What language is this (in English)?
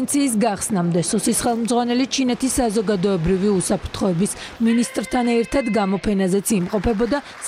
Georgian